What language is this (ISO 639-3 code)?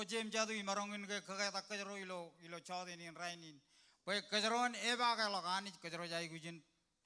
mah